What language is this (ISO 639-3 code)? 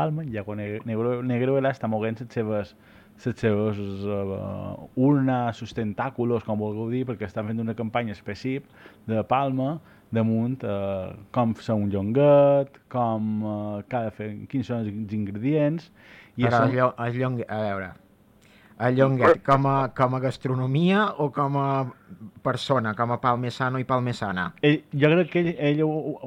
cat